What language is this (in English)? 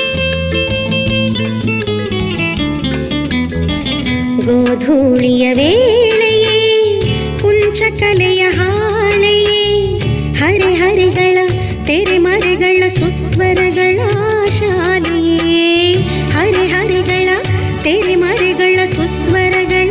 Kannada